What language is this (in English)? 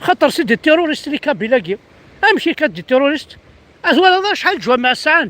Kabyle